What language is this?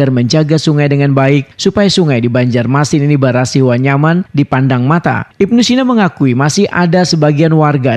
Banjar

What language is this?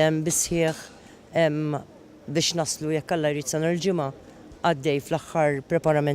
Maltese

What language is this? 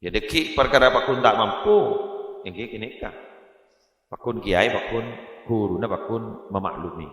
Madurese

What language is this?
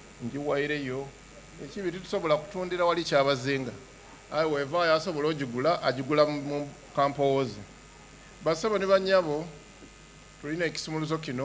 Soga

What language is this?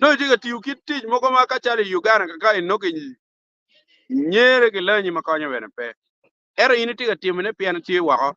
Acoli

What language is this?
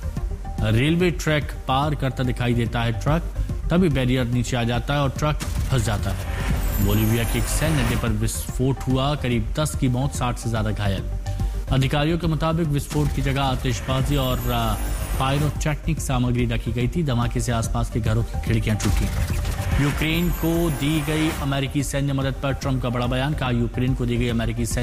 Hindi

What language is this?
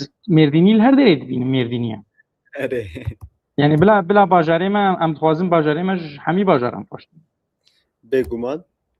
Kurdish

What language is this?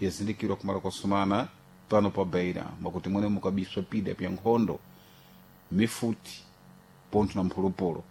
Sena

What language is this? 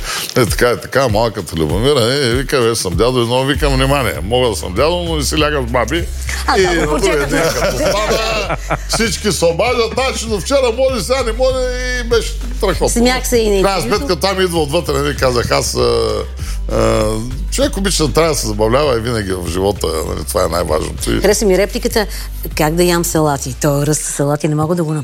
Bulgarian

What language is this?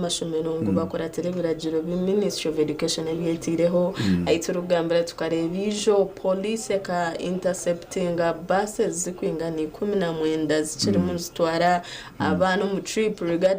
Nyankole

